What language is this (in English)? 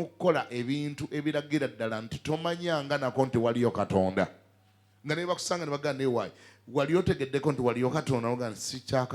Ganda